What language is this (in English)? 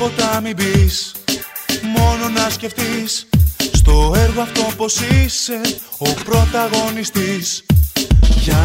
Greek